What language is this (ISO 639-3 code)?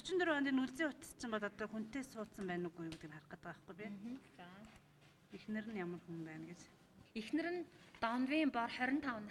mon